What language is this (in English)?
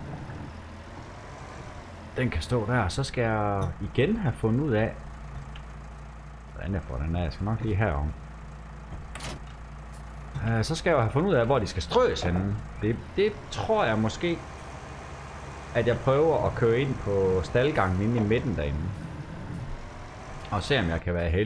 Danish